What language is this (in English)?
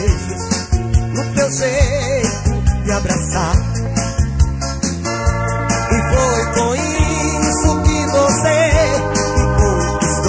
Portuguese